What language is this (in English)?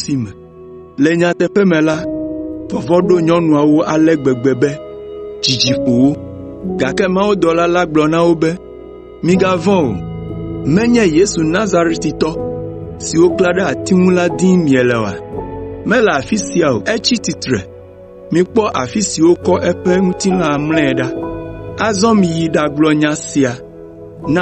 Ewe